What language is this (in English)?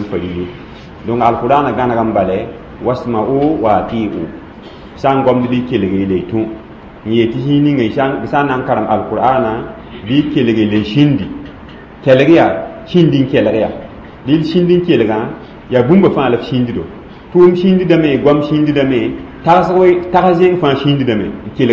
Mossi